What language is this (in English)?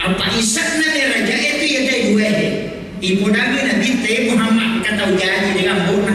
Buginese